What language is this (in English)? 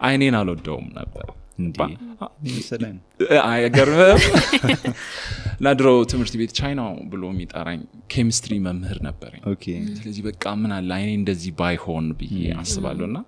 Amharic